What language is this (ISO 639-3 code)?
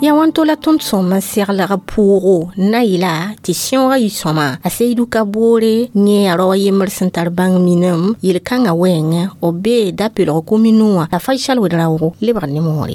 mos